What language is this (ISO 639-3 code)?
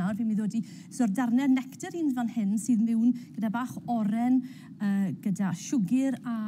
cym